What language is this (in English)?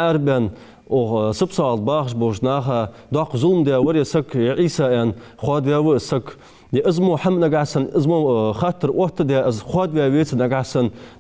Ingush